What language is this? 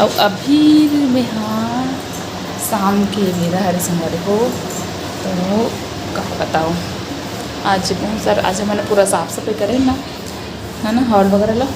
Chhattisgarhi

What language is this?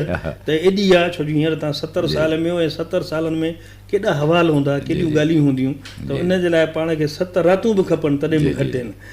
Sindhi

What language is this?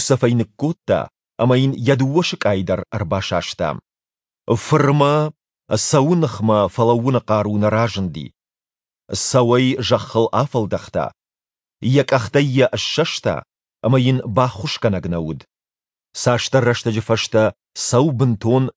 Ossetic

